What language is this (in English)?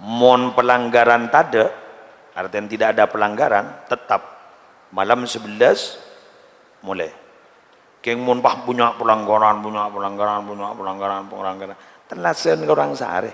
Madurese